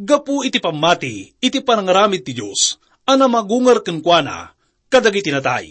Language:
Iloko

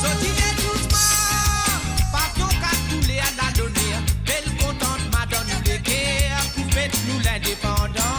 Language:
Morisyen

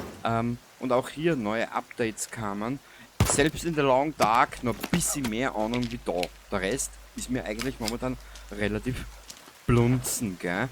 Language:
Bavarian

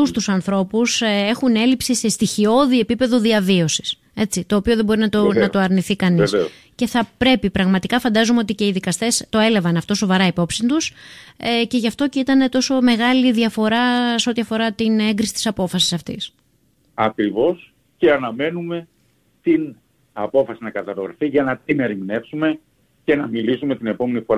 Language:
Greek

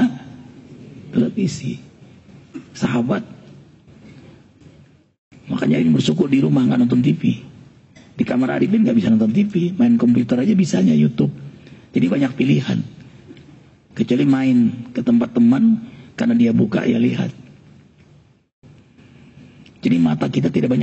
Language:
Indonesian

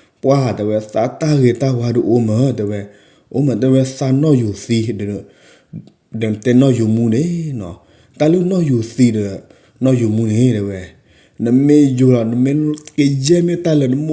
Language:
S'gaw Karen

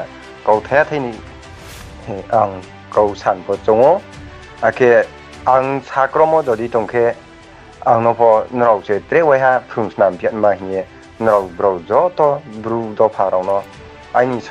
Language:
Riang (India)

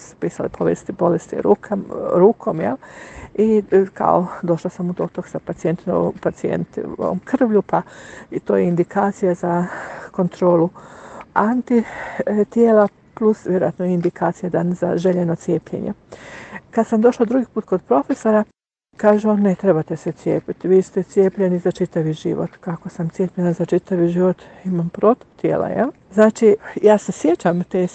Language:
Croatian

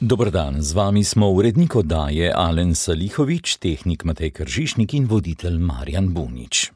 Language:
Slovenian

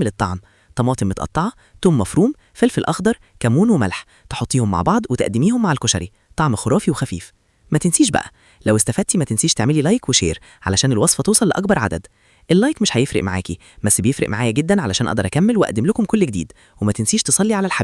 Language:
Egyptian Arabic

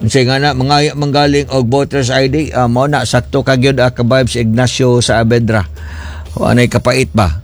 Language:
Cebuano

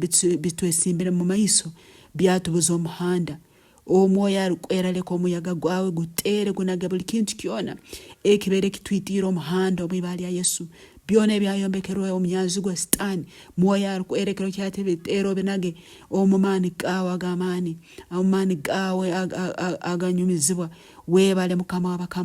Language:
Nyoro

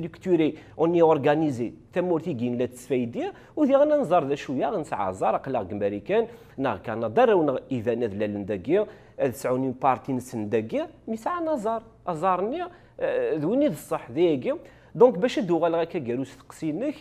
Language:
Kabyle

